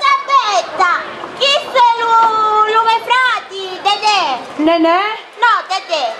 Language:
Sicilian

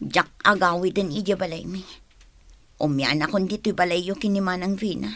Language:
Iloko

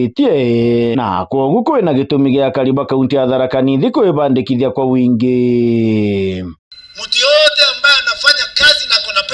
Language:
Meru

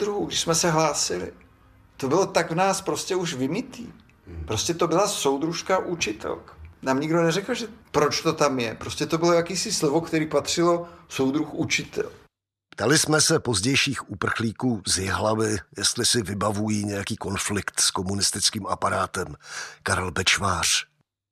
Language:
Czech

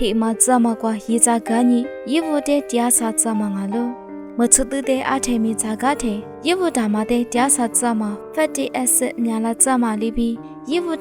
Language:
Lisu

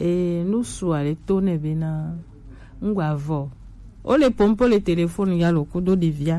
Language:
Gen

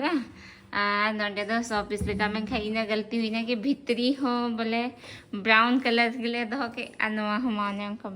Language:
Santali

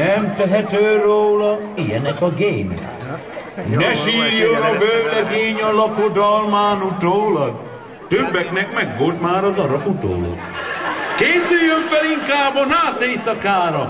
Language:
Hungarian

